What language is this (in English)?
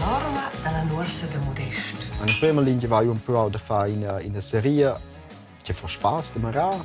Romansh